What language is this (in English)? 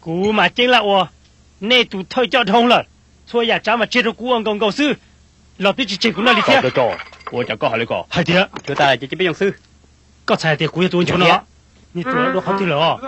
Hmong